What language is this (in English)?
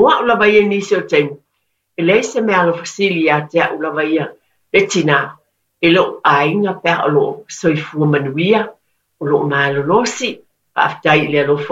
Samoan